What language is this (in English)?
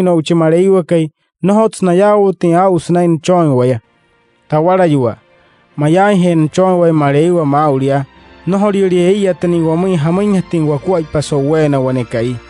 Wayuu